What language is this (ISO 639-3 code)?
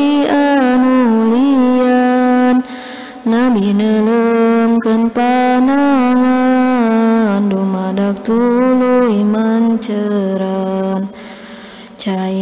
sun